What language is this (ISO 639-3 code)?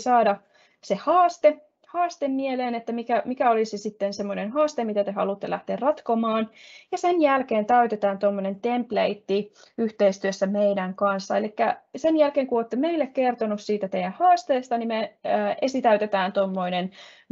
fin